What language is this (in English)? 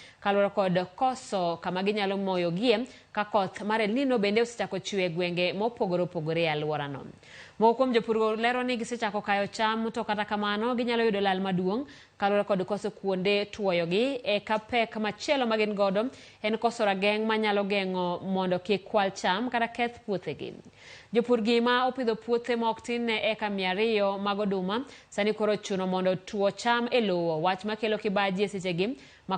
Luo (Kenya and Tanzania)